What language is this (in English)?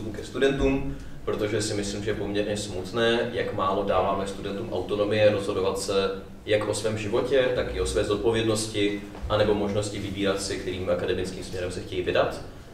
Czech